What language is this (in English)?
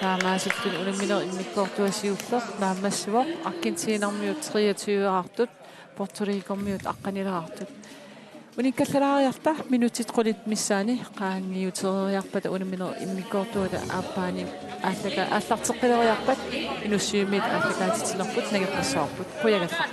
Kalaallisut